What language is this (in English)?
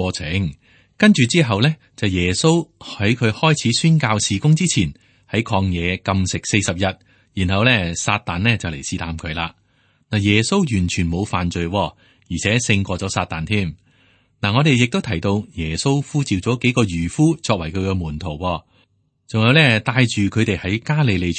Cantonese